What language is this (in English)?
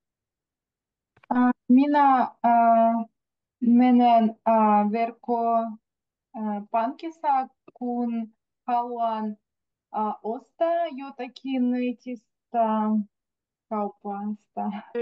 Finnish